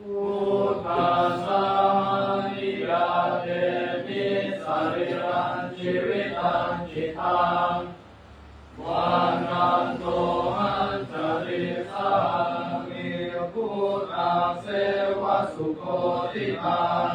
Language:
Pali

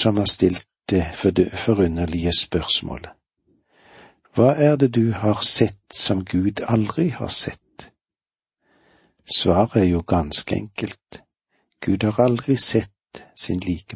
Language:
Norwegian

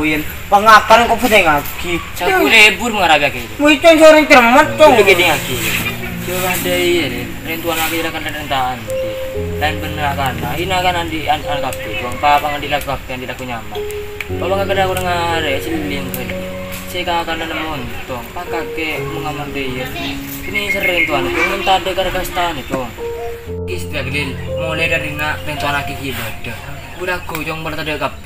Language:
Madurese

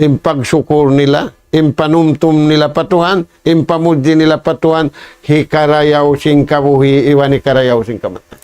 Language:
Tausug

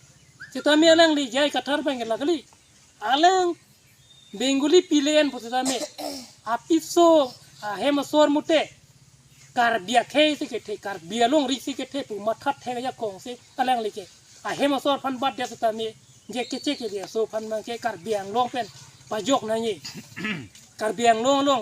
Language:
Karbi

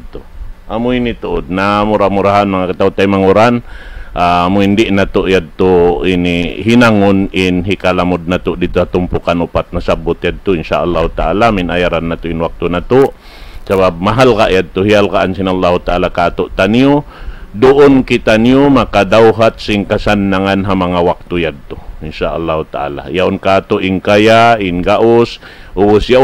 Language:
Tausug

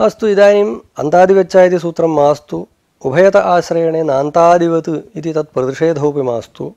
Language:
Sanskrit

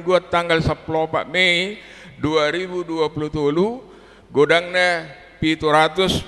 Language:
Batak Toba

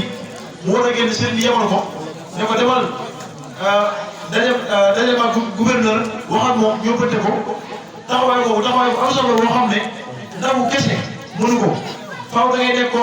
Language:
Wolof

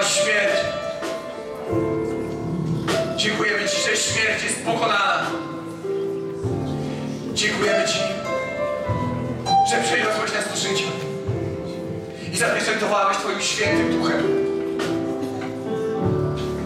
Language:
Polish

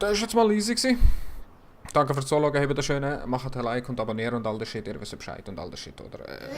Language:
Swiss German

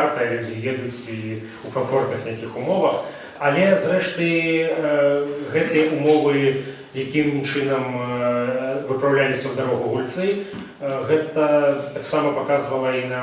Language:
Belarusian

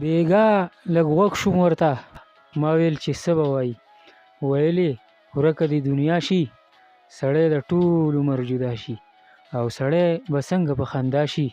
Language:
Pashto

